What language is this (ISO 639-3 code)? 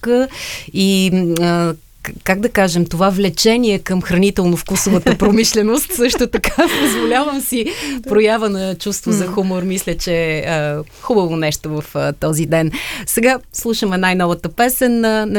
bul